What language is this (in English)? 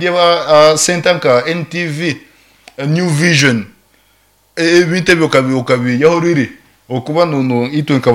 Nyoro